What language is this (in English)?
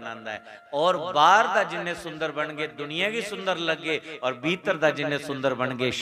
Dogri